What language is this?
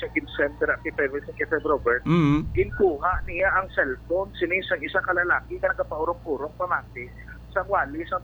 Hiligaynon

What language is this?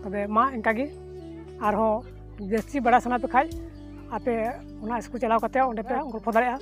Santali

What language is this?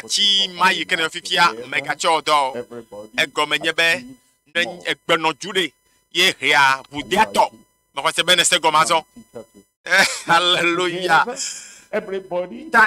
Ewe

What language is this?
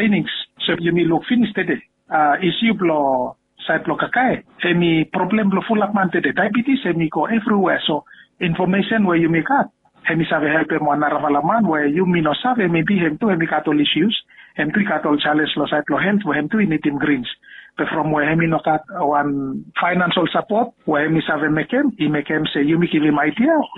Bislama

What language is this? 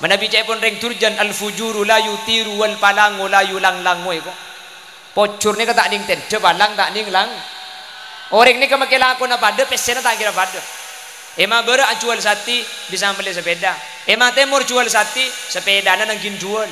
Madurese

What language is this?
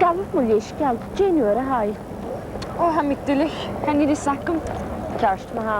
Scottish Gaelic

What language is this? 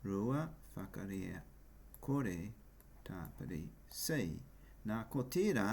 Māori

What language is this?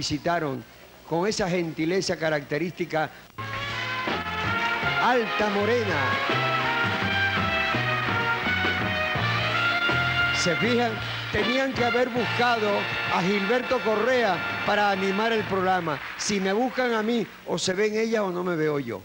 Spanish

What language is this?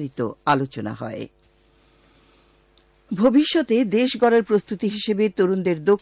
Bangla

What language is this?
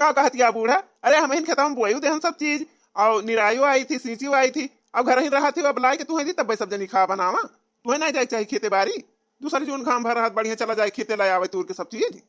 Awadhi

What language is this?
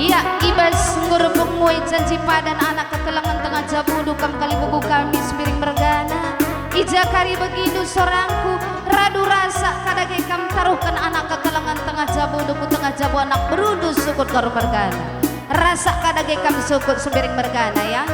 Batak Karo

